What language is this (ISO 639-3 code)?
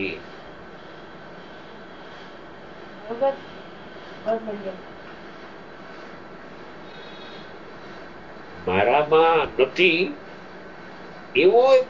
guj